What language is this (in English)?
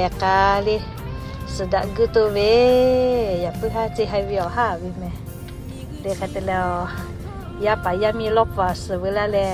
Lahu